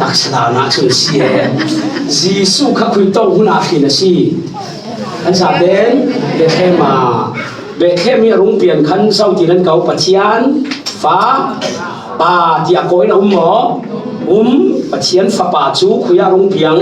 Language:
Falam Chin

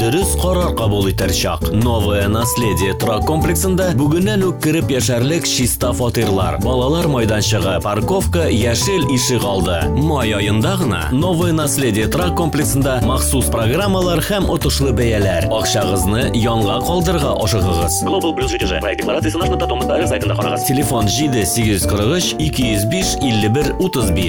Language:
Tatar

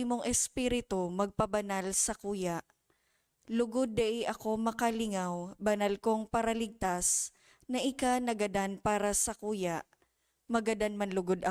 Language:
Bikol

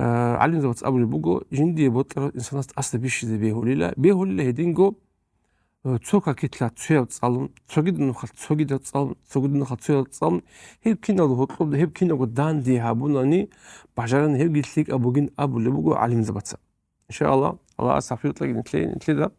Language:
Avaric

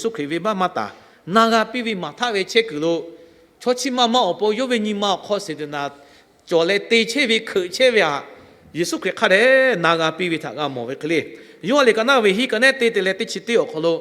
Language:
Lahu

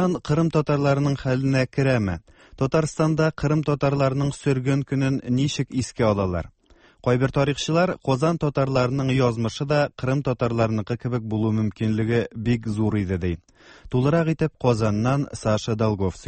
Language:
Tatar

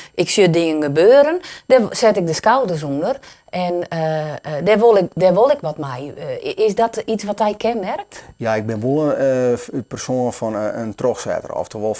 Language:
Western Frisian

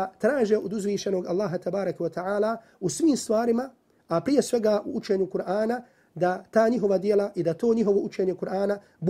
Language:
Bosnian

